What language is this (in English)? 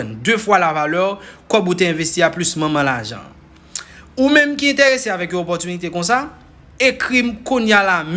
Haitian Creole